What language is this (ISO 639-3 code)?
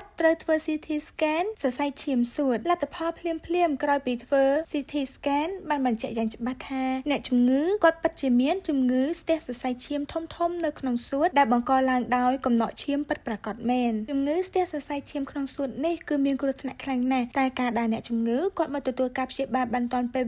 khm